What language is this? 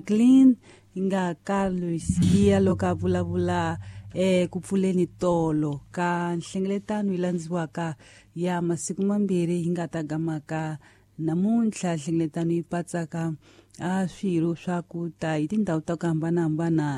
Tsonga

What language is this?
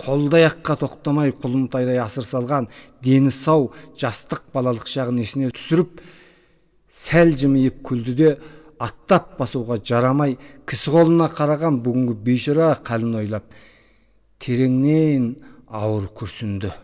Kazakh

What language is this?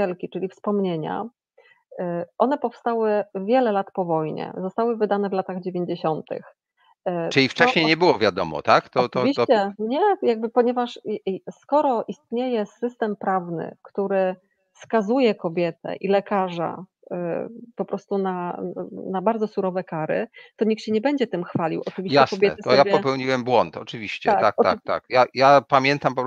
Polish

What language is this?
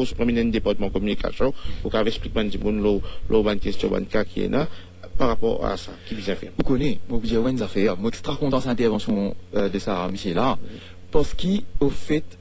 Morisyen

